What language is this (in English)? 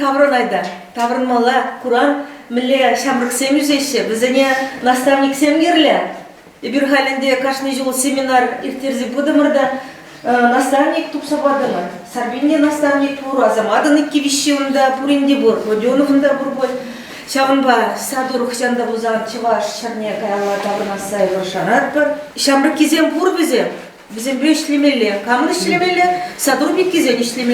Chuvash